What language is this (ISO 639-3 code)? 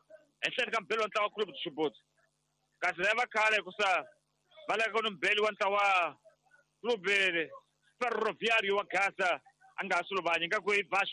tso